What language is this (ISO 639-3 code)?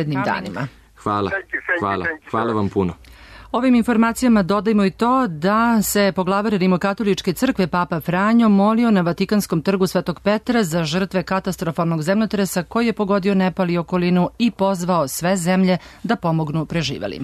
srp